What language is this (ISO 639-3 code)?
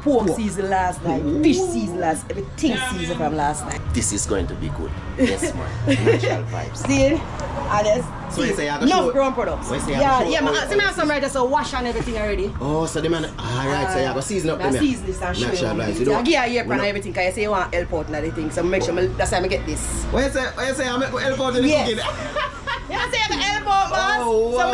jam